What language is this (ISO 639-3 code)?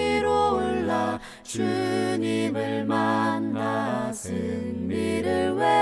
kor